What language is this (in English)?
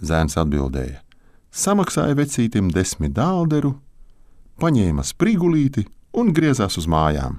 Latvian